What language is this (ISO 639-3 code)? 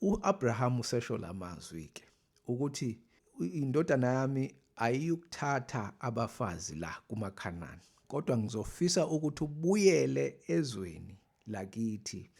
zul